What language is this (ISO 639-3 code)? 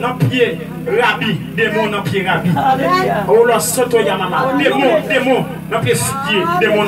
hat